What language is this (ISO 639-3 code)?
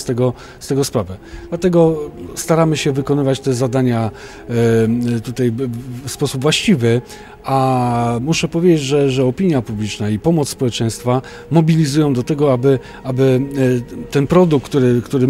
pol